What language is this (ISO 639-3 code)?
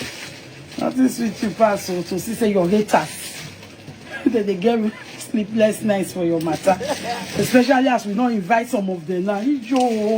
pcm